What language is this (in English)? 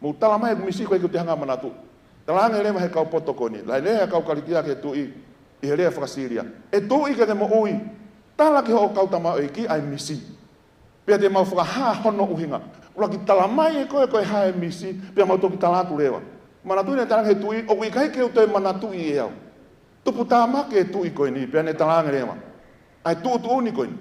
Tongan